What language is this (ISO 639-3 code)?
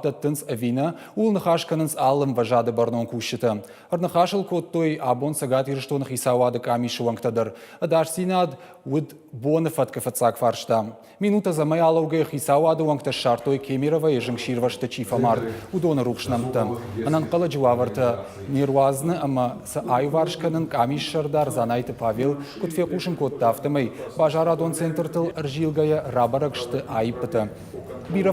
oss